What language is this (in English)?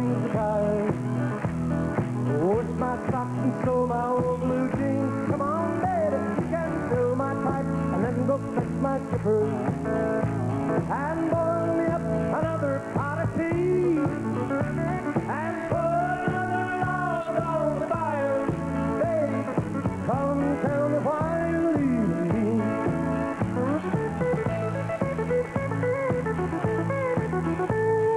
English